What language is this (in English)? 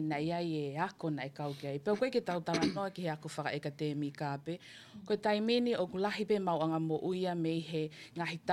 Tongan